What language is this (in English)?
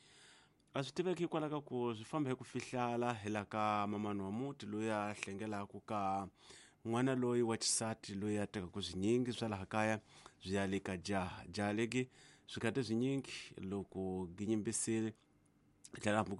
Tsonga